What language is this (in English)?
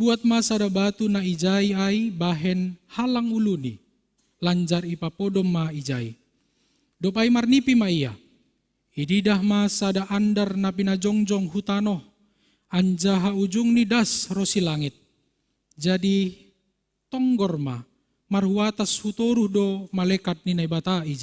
Batak Simalungun